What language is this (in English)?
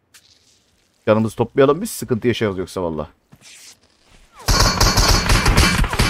Turkish